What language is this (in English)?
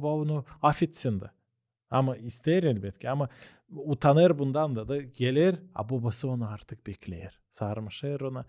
Gagauz